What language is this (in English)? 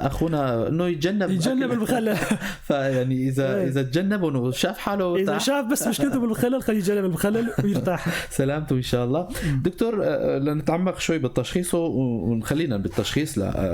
North Levantine Arabic